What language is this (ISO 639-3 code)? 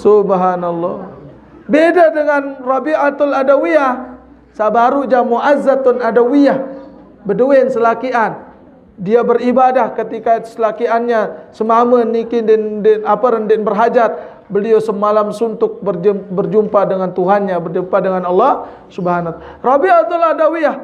sas